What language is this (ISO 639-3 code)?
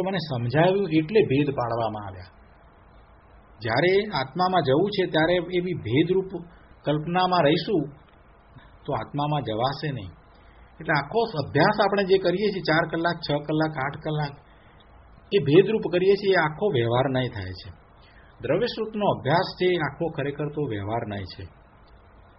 guj